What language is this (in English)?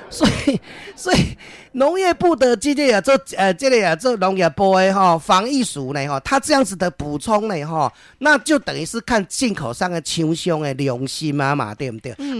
Min Nan Chinese